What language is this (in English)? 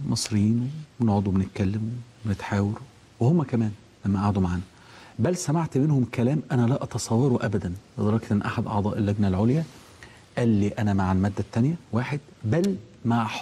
Egyptian Arabic